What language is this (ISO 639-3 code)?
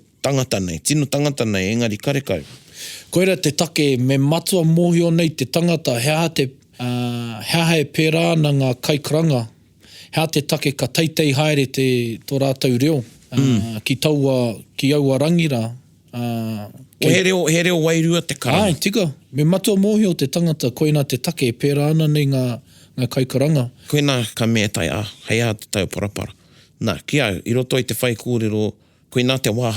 mri